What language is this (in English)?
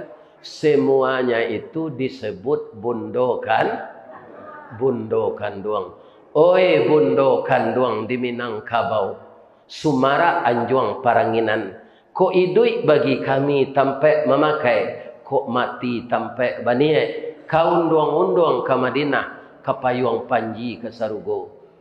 Minangkabau